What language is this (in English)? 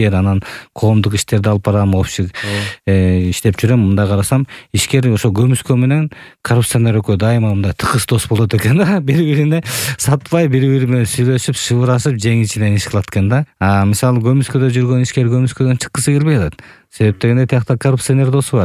Kyrgyz